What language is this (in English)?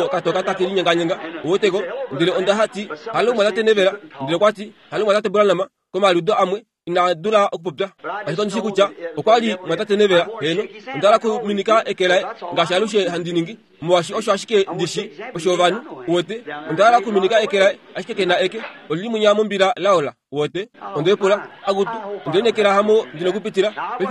Kuanyama